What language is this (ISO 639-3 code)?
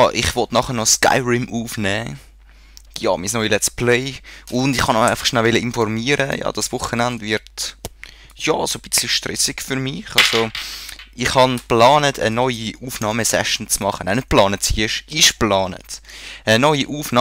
gsw